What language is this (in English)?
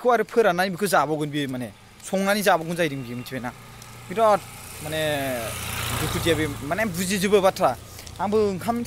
Bodo